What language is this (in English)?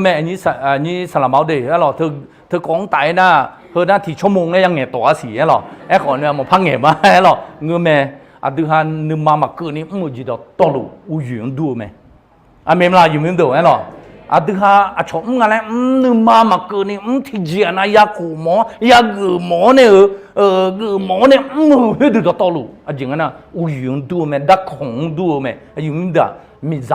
Akha